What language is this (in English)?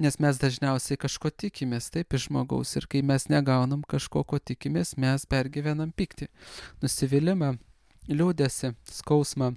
Lithuanian